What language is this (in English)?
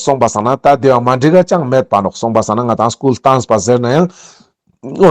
Ladakhi